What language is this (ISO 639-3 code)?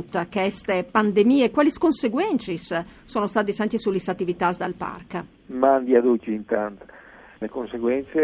fur